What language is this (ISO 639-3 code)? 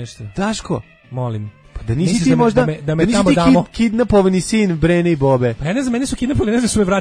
srp